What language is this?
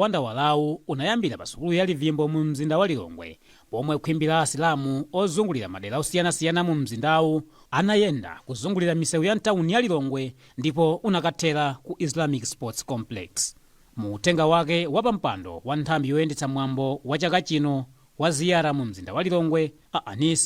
Nyanja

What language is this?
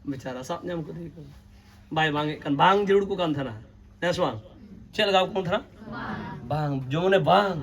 Santali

